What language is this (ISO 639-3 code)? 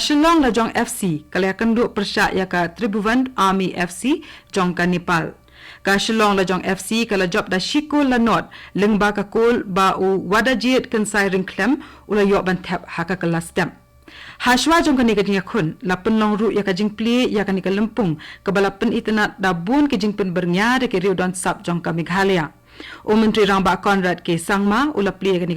kha